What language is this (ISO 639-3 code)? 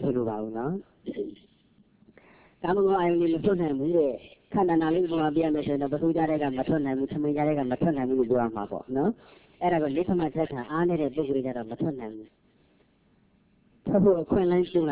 mya